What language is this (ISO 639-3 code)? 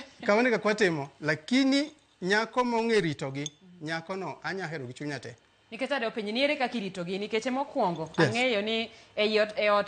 luo